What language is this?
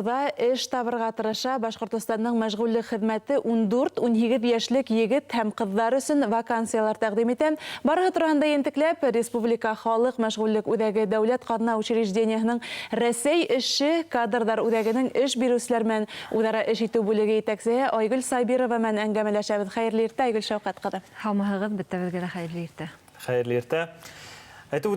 Bashkir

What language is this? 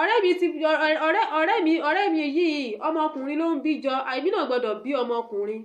Yoruba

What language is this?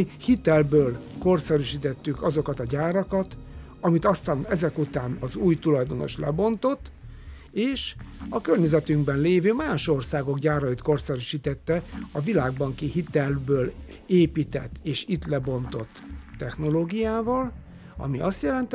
Hungarian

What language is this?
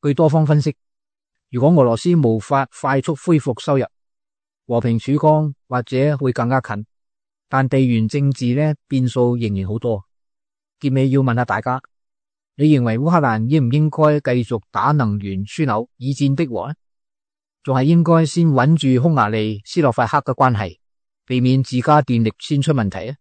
Cantonese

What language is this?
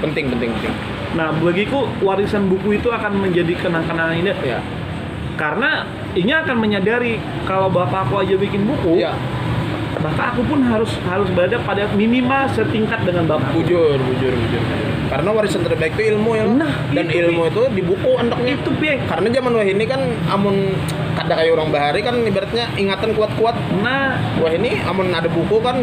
Banjar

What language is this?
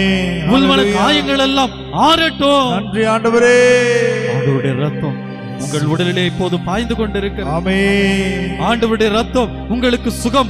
Tamil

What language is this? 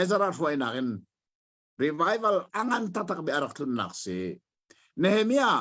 Hakha Chin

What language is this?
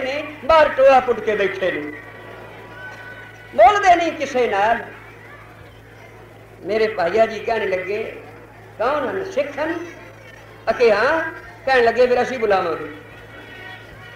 Punjabi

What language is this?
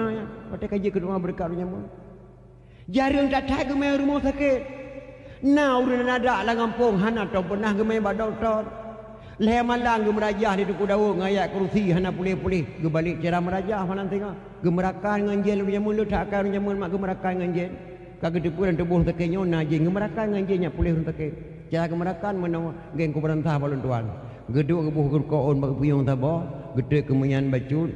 Achinese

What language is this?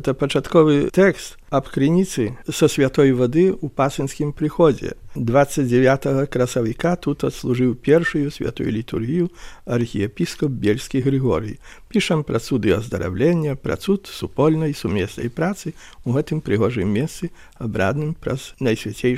Belarusian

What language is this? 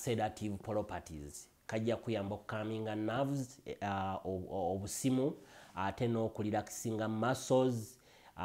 Ganda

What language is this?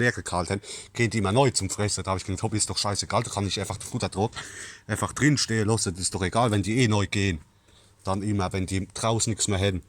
Palatine German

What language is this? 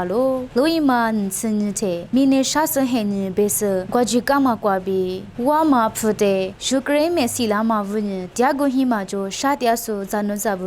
Lisu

